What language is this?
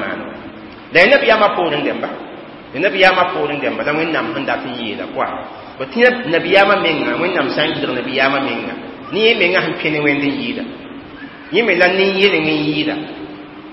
Mossi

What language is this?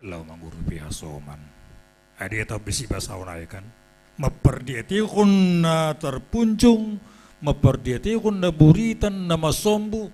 Batak Simalungun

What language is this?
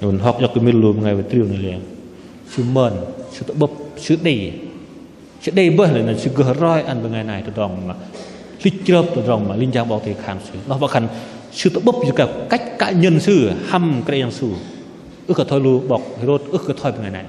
Bahnar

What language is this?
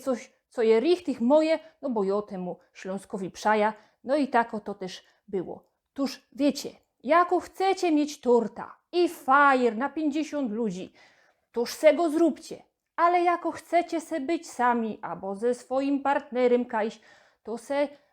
Silesian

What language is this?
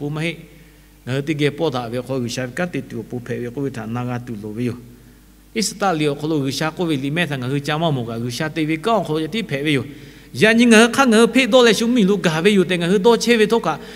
Lahu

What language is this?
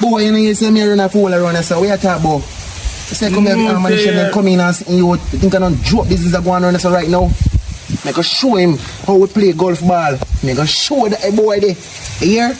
Jamaican Creole English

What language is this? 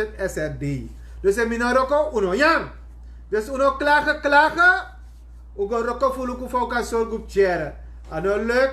Sranan Tongo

